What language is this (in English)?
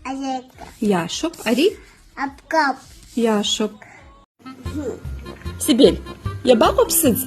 Abkhazian